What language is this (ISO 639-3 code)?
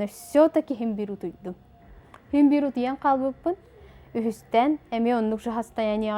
sah